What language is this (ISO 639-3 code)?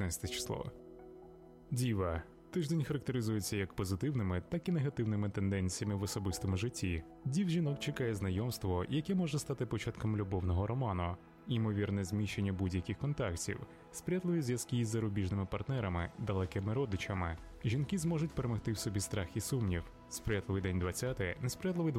ukr